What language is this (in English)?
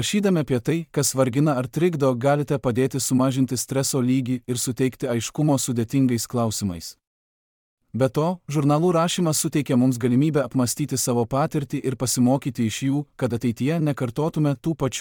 Lithuanian